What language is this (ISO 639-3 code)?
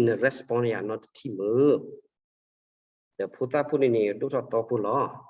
ksw